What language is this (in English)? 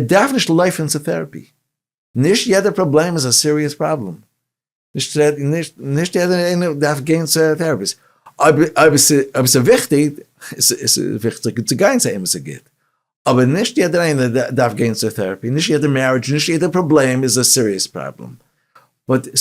Yiddish